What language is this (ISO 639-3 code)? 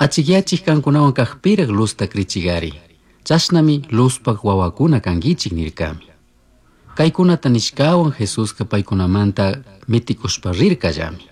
qug